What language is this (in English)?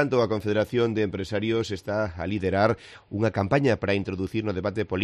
Galician